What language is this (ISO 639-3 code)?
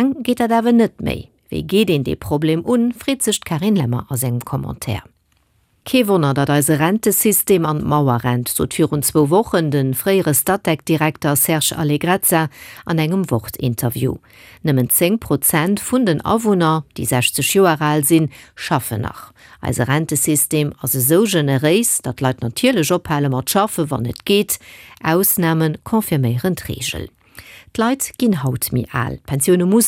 ltz